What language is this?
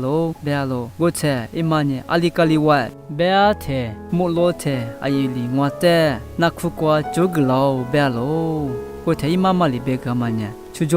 Lisu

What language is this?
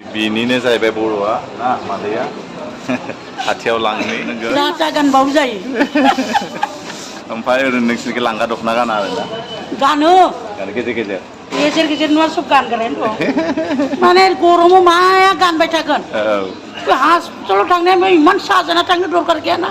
Bodo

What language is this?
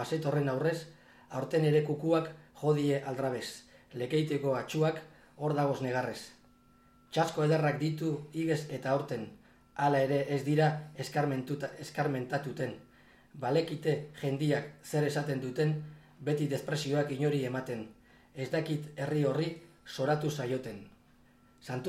Basque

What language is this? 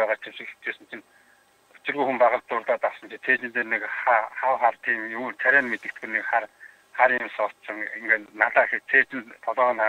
Mongolian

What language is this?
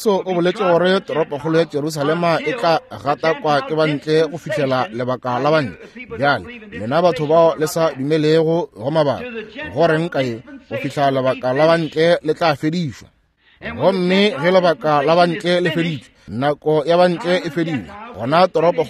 Northern Sotho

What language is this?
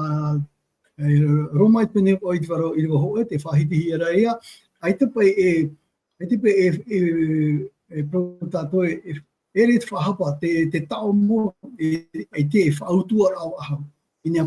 Tahitian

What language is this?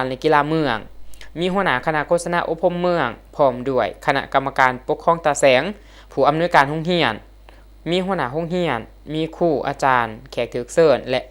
Lao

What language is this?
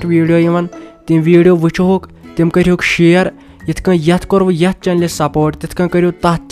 Kashmiri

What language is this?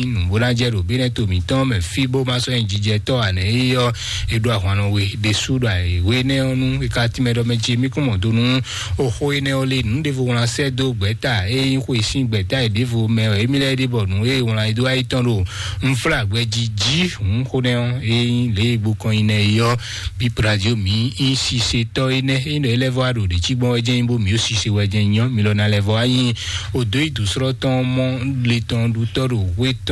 Fon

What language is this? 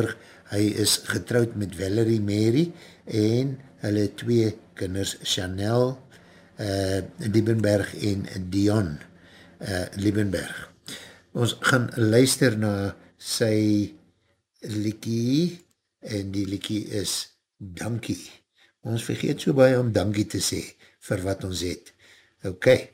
Afrikaans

